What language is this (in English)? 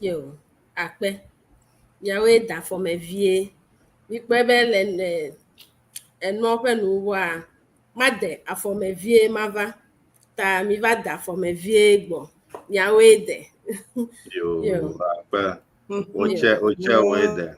Ewe